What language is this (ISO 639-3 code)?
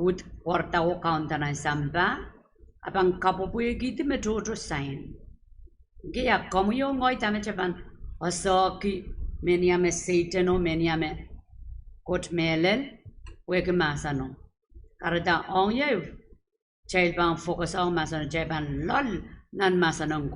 pon